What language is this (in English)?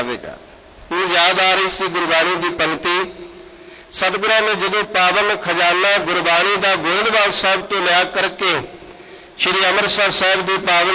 Punjabi